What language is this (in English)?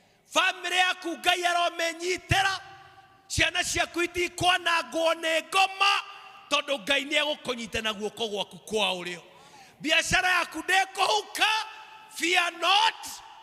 Kikuyu